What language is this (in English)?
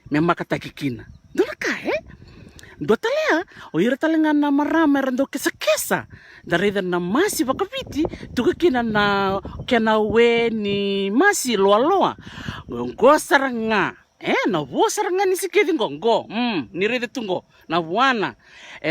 Fijian